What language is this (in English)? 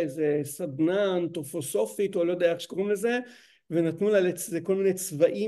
Hebrew